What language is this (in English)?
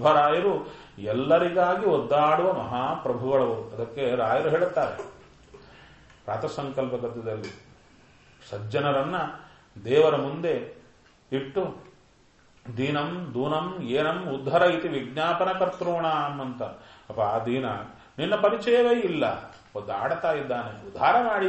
Kannada